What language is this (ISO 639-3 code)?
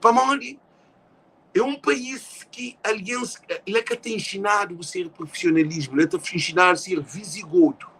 kea